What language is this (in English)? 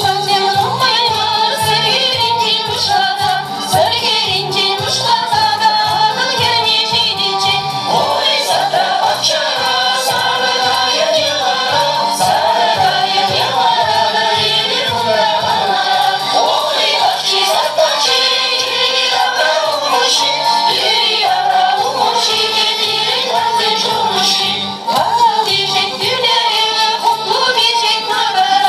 Chuvash